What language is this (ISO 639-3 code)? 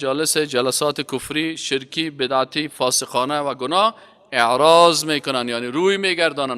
fas